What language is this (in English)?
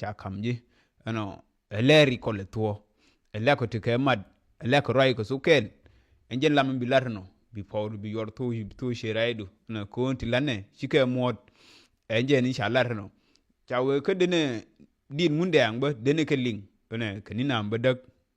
Nuer